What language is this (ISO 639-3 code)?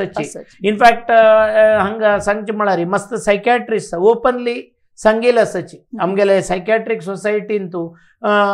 kok